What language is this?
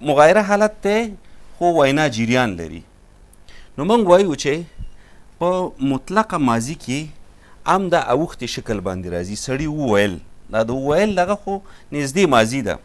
Pashto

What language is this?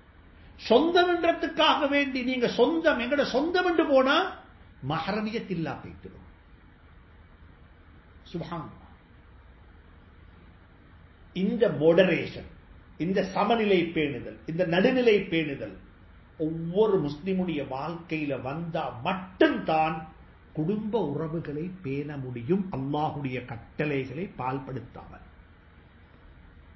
Tamil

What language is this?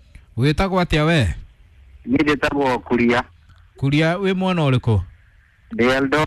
Kikuyu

